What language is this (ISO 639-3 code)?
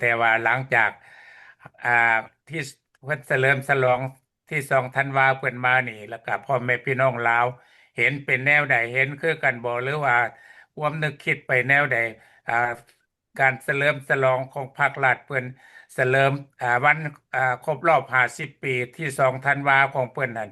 lao